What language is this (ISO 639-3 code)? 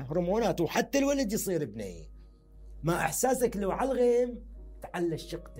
acm